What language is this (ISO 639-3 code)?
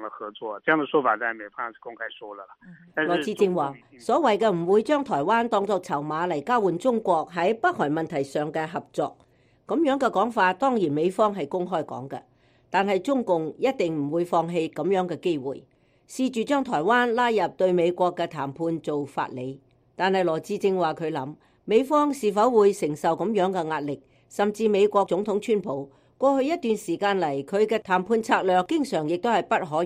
yue